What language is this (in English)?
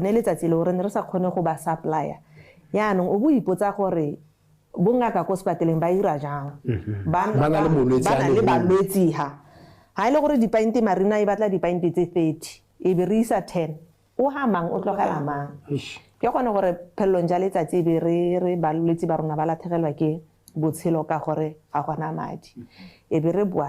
Tswana